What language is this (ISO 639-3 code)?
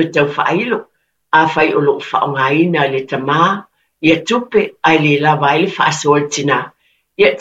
smo